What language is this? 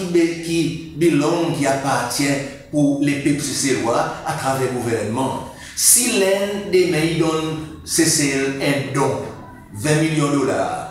Seselwa Creole French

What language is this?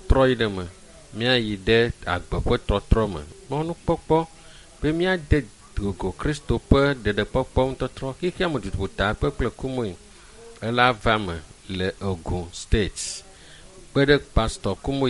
Ewe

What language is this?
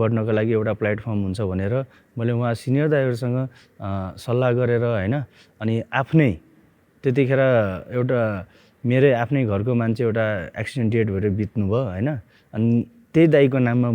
Nepali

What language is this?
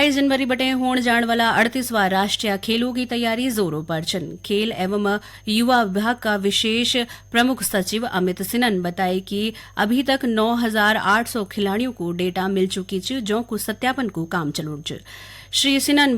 Garhwali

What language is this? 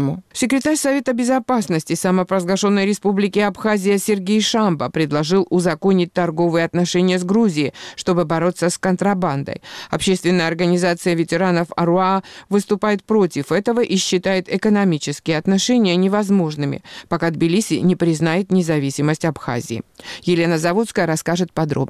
Russian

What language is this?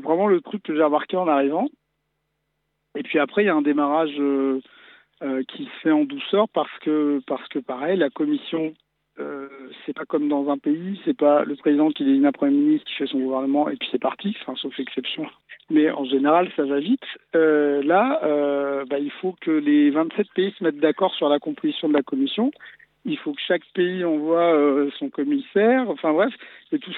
French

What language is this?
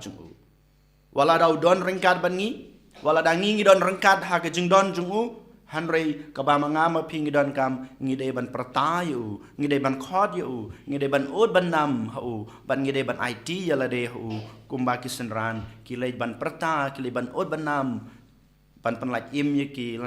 Khasi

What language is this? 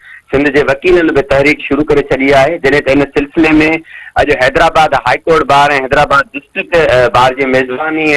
Sindhi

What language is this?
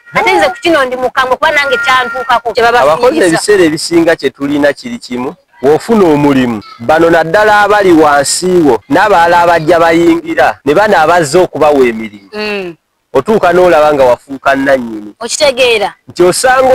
Ganda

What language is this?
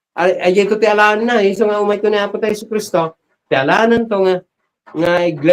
Iloko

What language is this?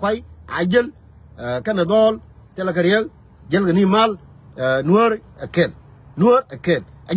Nuer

